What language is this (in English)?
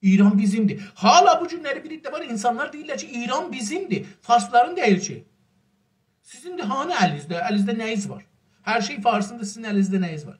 South Azerbaijani